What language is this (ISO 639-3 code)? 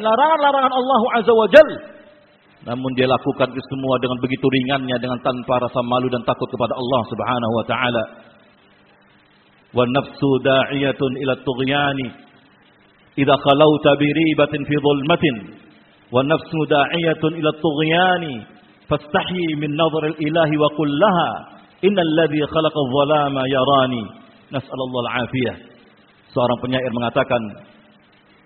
ind